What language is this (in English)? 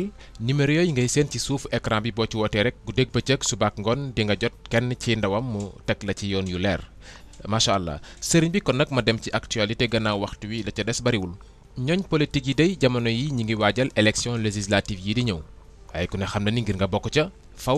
Wolof